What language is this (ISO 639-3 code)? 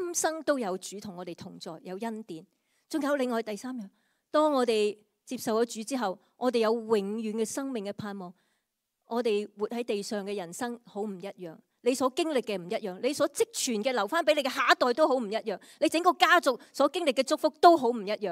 yue